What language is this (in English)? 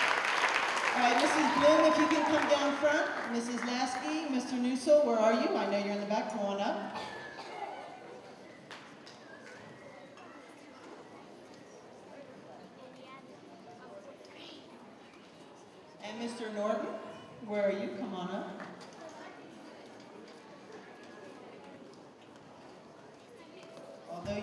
English